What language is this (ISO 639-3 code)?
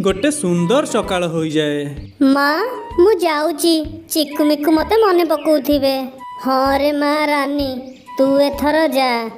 ori